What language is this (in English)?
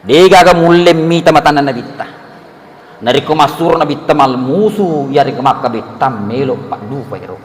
Buginese